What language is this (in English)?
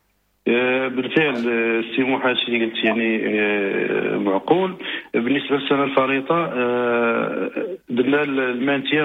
Moroccan Arabic